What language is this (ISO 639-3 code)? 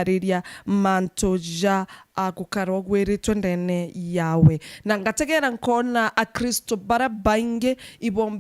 mer